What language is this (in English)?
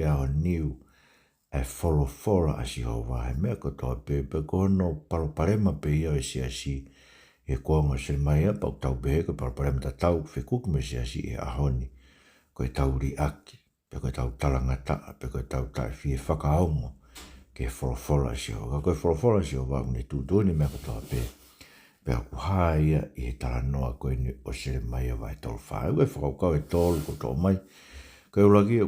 Tongan